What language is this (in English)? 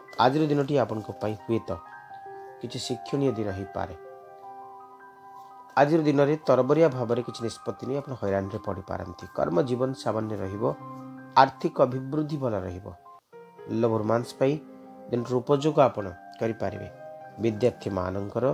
Odia